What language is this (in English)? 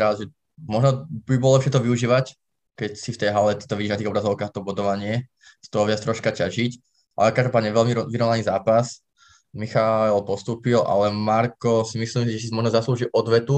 Slovak